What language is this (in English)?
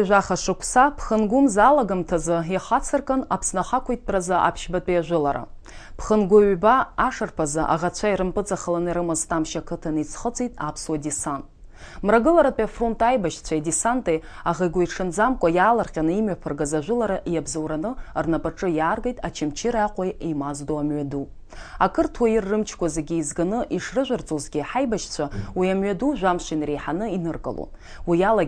Abkhazian